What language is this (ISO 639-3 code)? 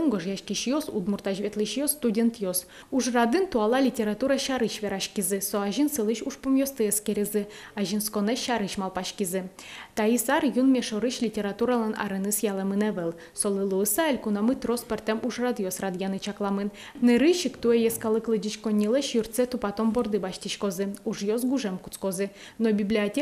udm